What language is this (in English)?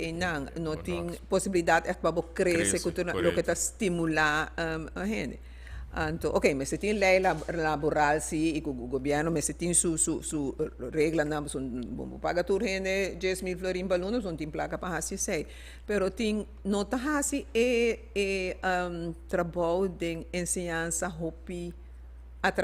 Papiamento